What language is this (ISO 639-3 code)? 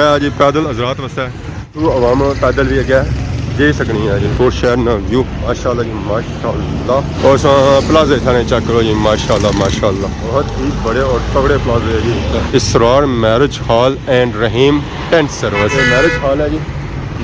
phr